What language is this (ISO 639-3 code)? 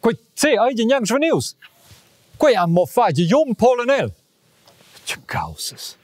roh